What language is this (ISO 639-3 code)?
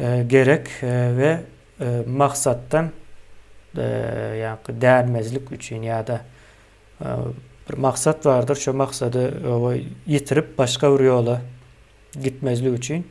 tuk